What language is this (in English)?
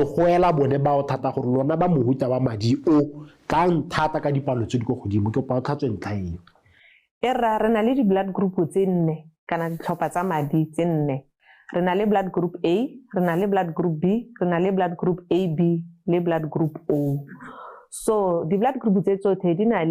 Tswana